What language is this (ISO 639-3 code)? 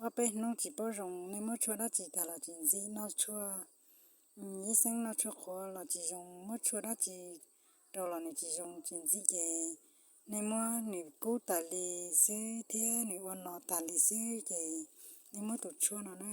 hmn